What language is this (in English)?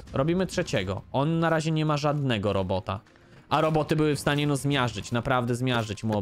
Polish